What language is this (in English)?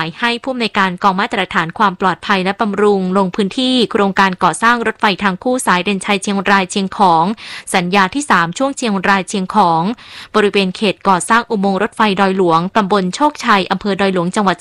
Thai